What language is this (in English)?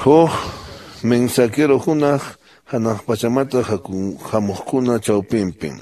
Quechua